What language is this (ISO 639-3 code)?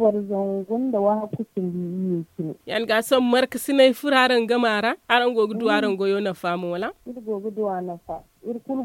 dje